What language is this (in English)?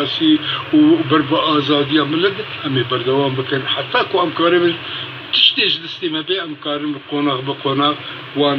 Kurdish